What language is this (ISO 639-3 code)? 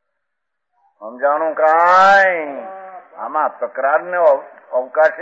guj